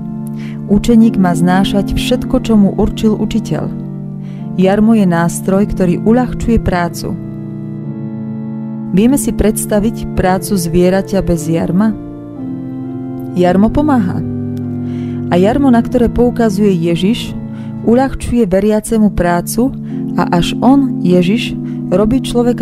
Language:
Slovak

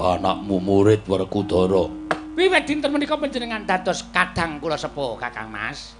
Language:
Javanese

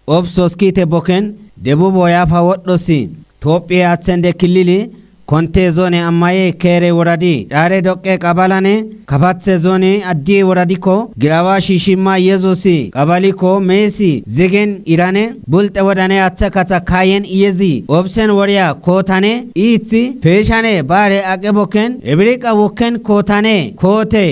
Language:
Kafa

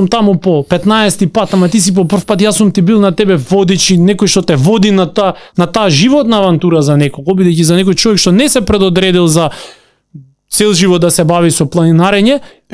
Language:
Macedonian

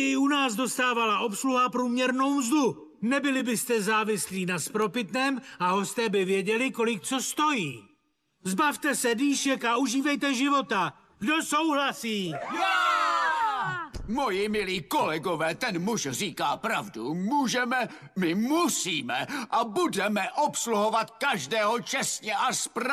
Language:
Czech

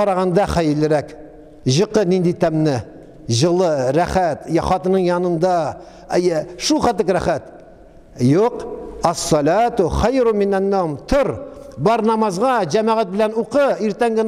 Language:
Tatar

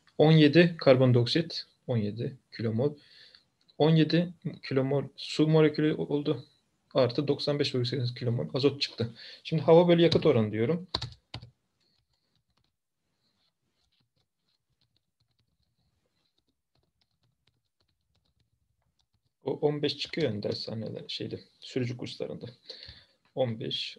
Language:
Turkish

